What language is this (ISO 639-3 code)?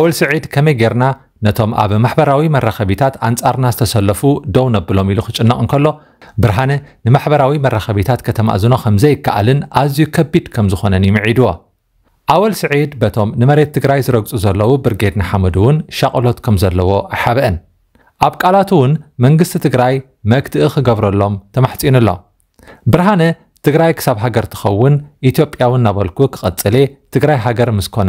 tir